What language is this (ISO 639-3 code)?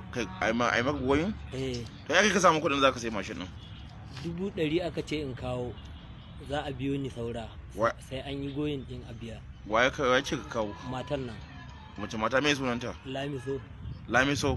hau